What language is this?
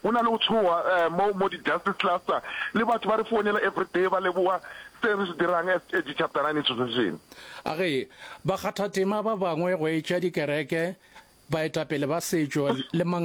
Northern Sotho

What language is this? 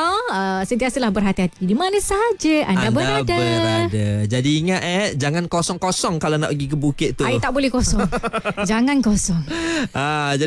Malay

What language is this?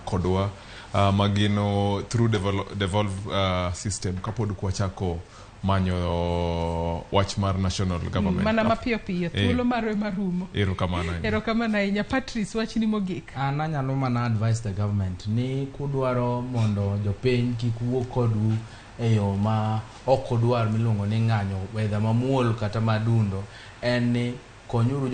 Luo (Kenya and Tanzania)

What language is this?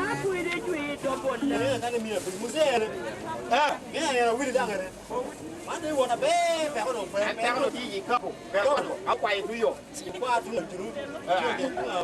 Lango (Uganda)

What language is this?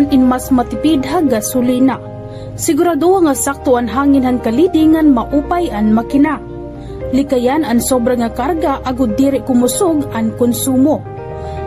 Waray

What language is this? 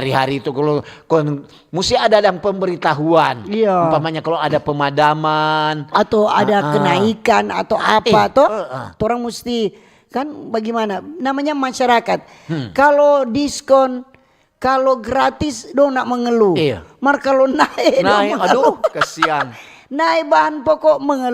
Manado Malay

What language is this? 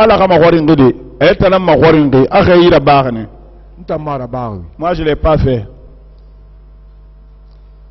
French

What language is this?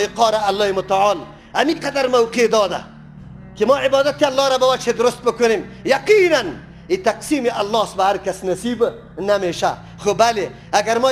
Persian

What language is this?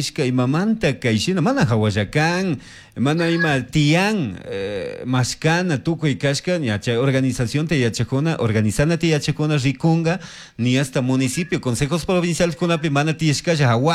Chimborazo Highland Quichua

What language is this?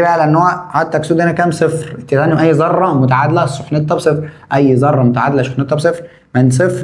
Egyptian Arabic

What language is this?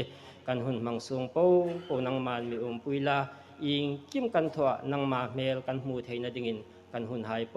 Hmar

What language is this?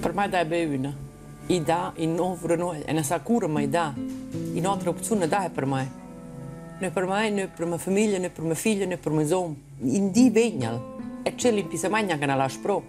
Romansh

